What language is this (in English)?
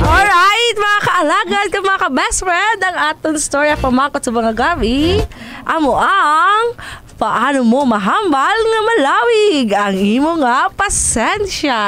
Hiligaynon